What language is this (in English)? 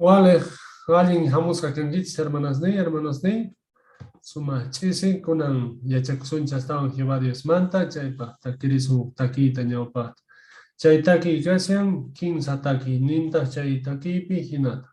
Quechua